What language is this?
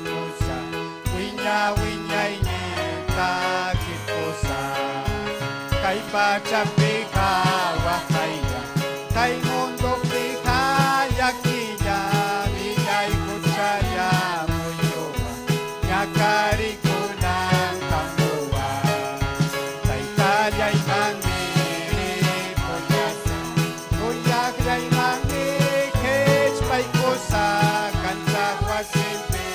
Ayacucho Quechua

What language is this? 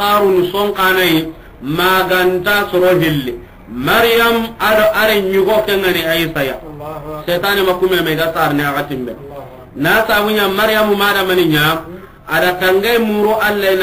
Soninke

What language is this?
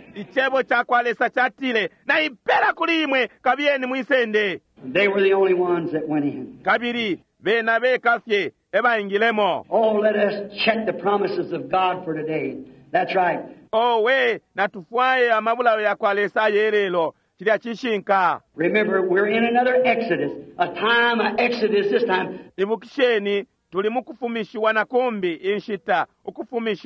Bemba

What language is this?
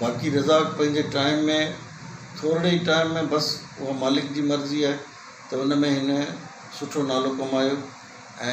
Sindhi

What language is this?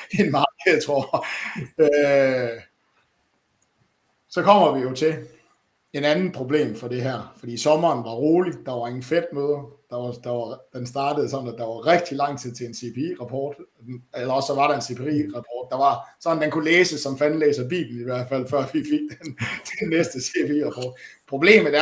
Danish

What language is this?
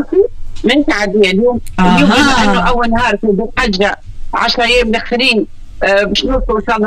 Tunisian Arabic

